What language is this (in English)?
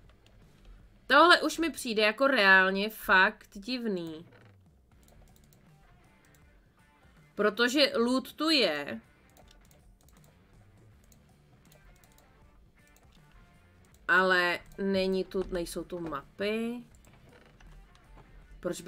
Czech